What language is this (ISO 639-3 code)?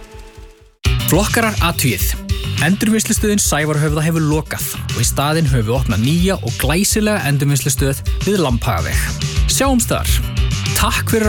isl